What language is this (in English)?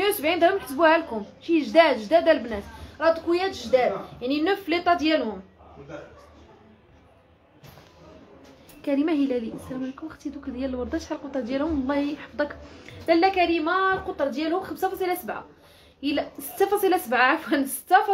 Moroccan Arabic